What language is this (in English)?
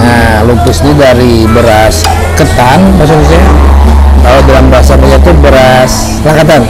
Banjar